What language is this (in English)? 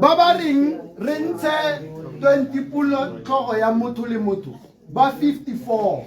Tswana